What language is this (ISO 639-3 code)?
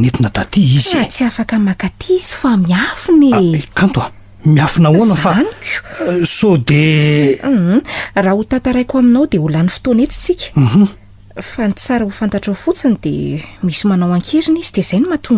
mlg